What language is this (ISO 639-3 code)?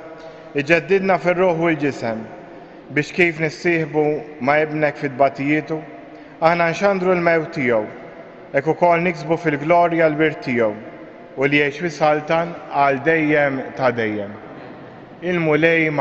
mlt